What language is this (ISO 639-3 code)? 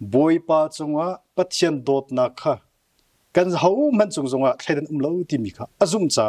cnh